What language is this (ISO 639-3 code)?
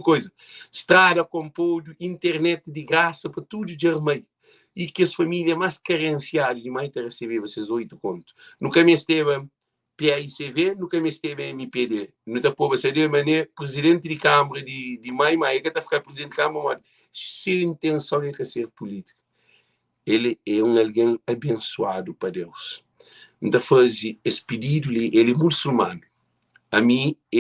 kea